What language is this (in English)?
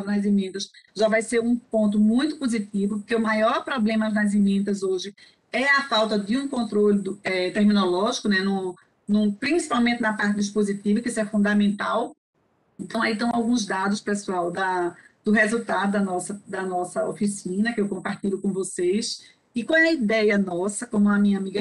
Portuguese